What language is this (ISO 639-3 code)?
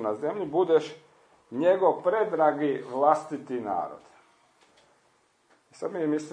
hrv